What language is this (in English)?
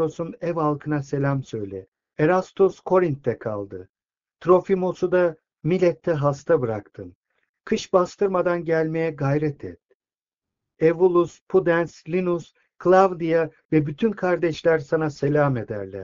Turkish